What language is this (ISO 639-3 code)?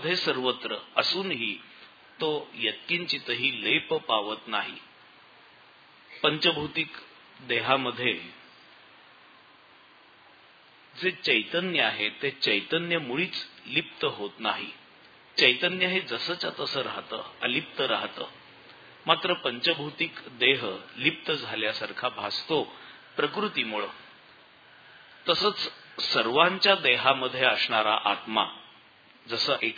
mar